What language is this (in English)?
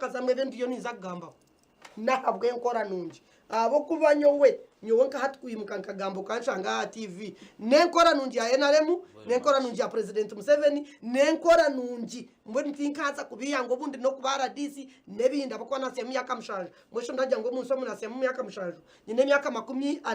Nyankole